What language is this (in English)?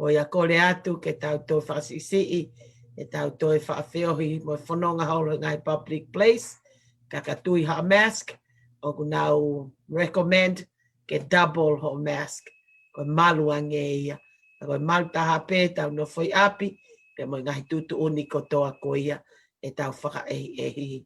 Tongan